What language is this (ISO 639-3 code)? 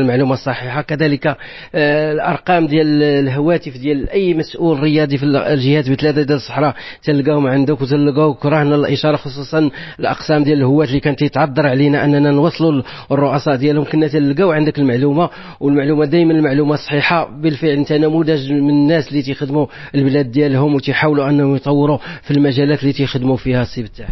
ary